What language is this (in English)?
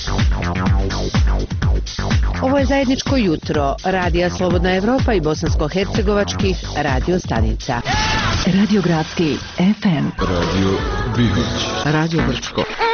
Bosnian